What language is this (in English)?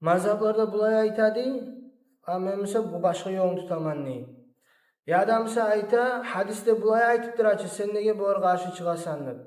Kumyk